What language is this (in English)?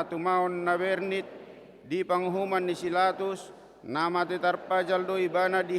Batak Toba